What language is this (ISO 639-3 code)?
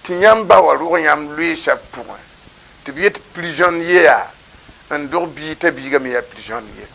mos